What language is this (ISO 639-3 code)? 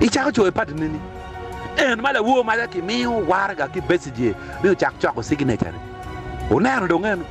ach